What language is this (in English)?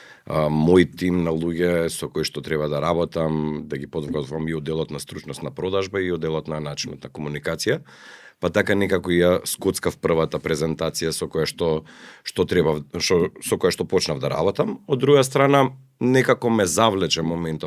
Macedonian